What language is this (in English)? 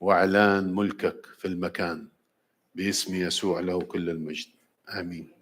Mesopotamian Arabic